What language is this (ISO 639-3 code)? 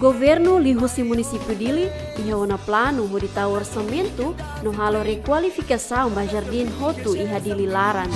tet